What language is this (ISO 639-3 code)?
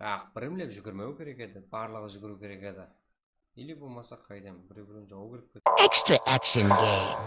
kaa